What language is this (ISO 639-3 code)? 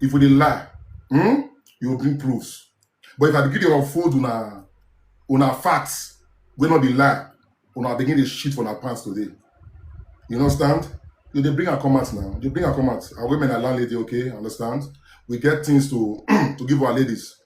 pcm